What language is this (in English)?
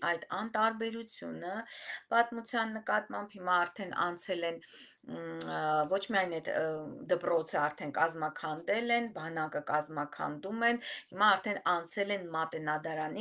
Armenian